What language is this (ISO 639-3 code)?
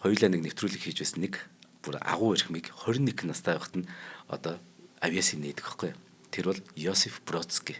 mon